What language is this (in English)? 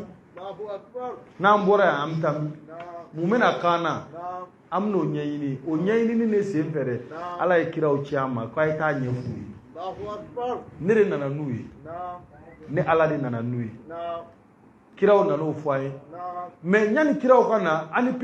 Bambara